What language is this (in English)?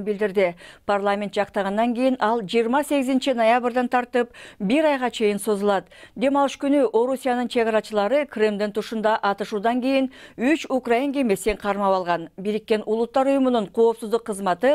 Kyrgyz